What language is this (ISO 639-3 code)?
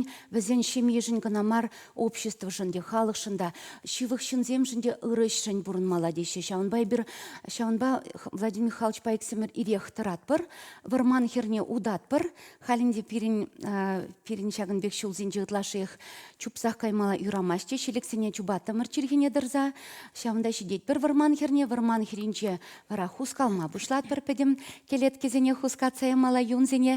chv